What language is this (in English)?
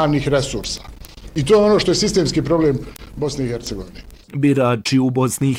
Bosnian